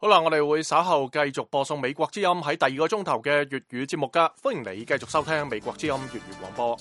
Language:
Cantonese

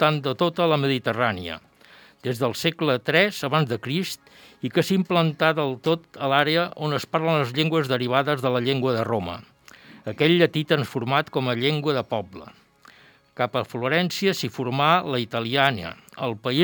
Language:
Catalan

